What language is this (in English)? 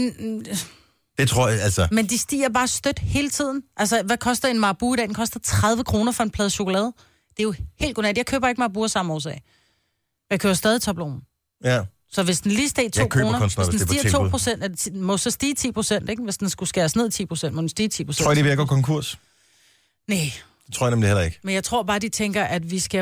Danish